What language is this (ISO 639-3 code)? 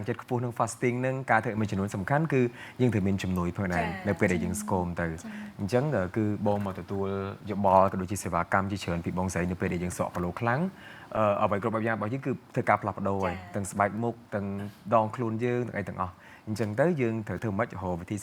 khm